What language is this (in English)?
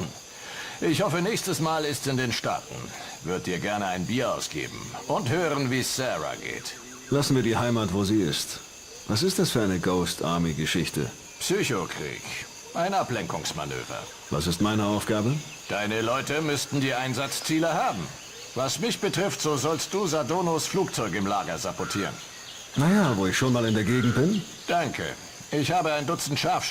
Bavarian